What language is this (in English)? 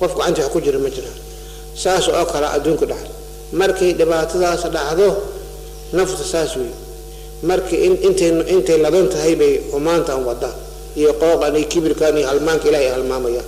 Somali